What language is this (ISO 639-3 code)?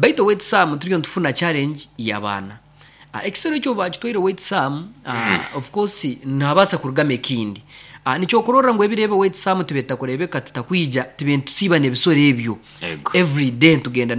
nyo